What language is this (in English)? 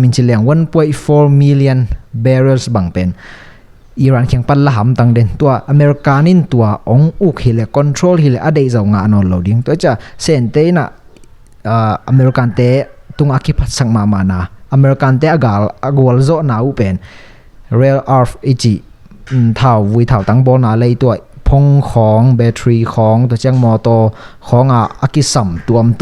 Tedim Chin